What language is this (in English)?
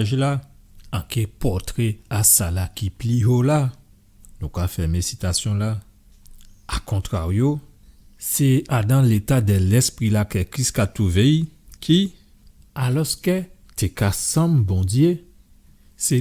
Guadeloupean Creole French